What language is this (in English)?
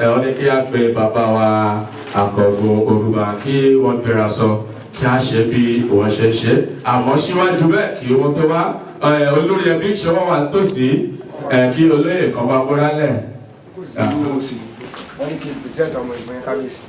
Yoruba